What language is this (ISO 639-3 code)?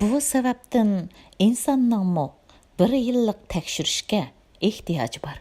uig